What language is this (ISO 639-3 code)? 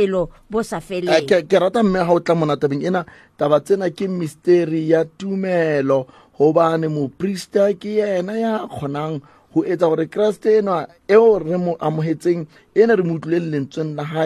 sot